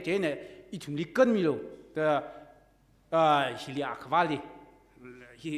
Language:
Tangkhul Naga (India)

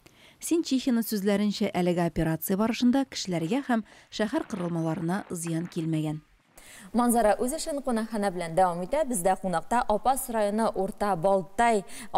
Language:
Tatar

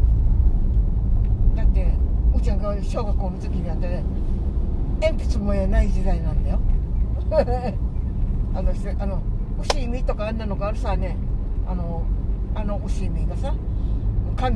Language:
Japanese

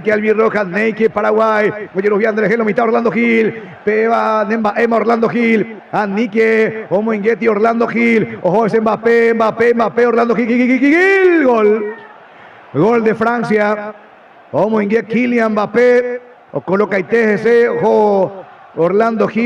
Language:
Guarani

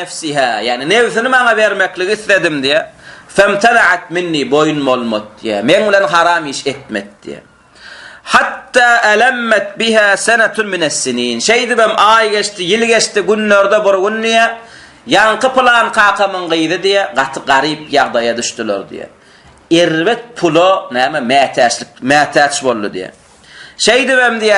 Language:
Turkmen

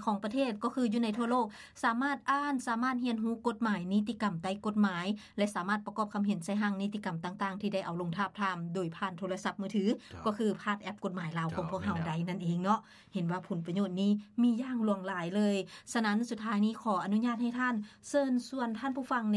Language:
Lao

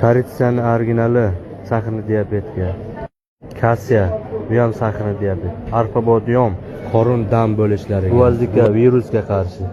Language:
Uzbek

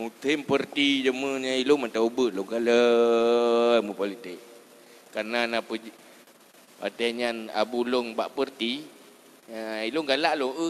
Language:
Achinese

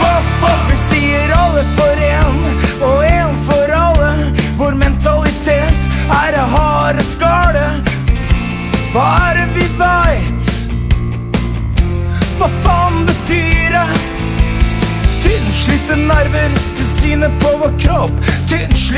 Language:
Norwegian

